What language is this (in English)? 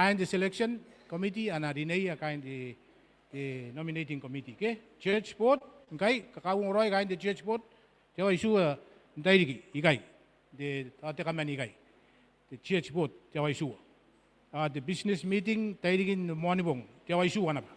Gilbertese